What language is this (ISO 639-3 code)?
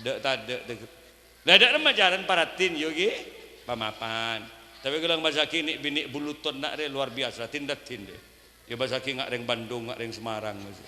mad